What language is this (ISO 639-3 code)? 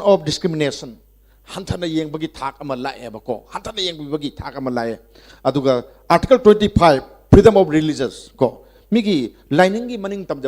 mni